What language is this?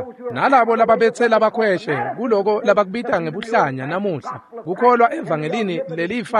Swati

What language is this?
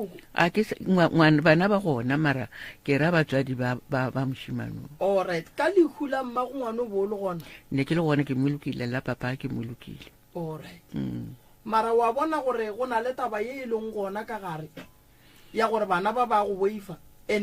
Northern Sotho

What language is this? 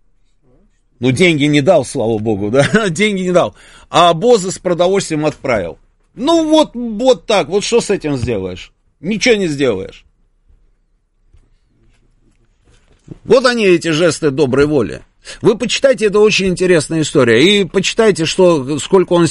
Russian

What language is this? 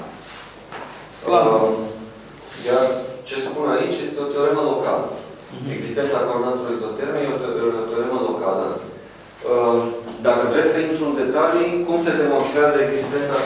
Romanian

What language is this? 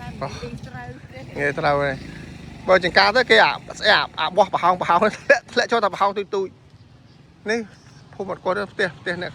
Khmer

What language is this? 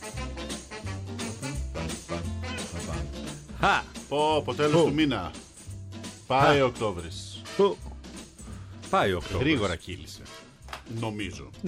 Greek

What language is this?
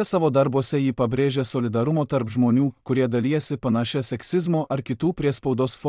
Lithuanian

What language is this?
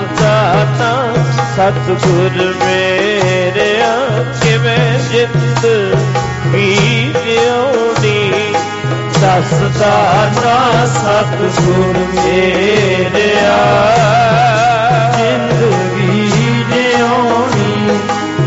Punjabi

